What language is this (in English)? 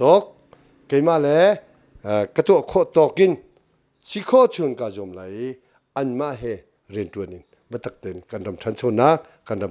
Hakha Chin